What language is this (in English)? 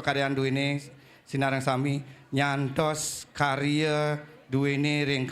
Balinese